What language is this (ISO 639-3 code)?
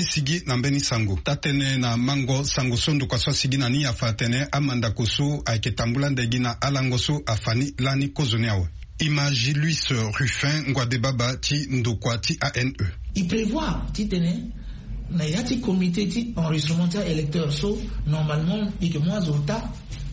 sag